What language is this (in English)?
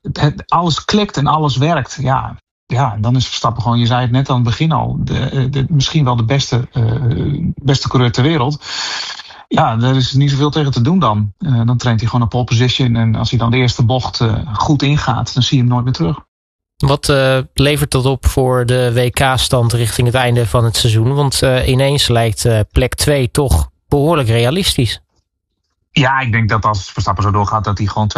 Dutch